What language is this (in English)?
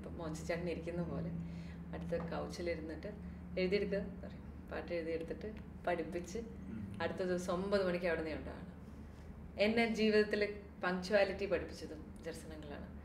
Malayalam